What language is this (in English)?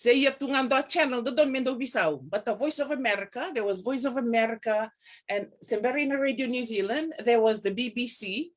Fijian